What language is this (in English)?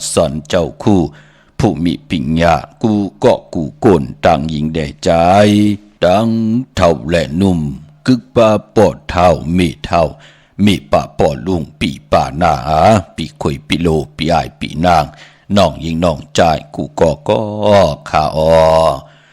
Shan